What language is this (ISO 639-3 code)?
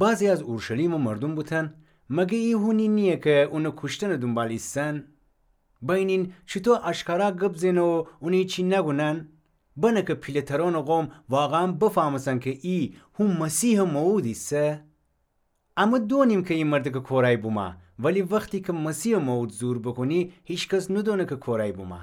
glk